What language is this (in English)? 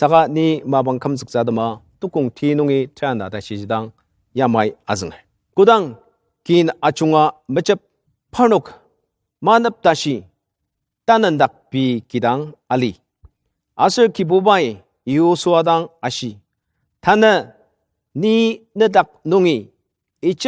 Ao Naga